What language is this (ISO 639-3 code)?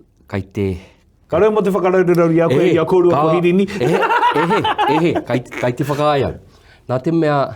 mri